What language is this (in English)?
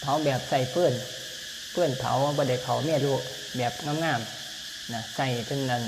Lao